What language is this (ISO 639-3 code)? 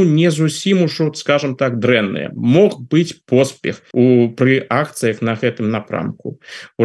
bel